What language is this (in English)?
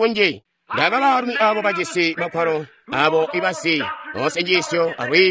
Tonga (Zambia)